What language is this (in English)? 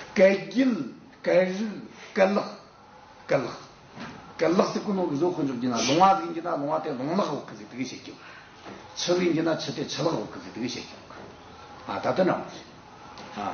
Tibetan